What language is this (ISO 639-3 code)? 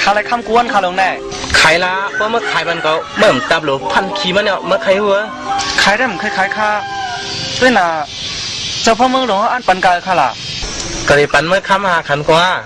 shn